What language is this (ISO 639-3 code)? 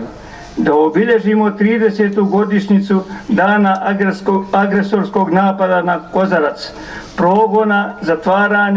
bos